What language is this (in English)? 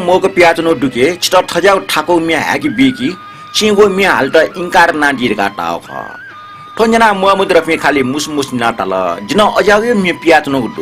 Newari